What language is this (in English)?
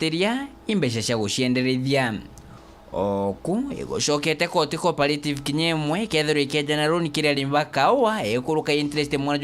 Meru